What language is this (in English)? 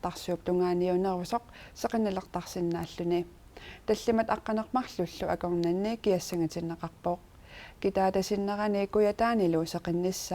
Kalaallisut